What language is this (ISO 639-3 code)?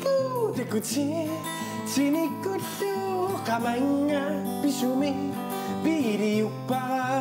kal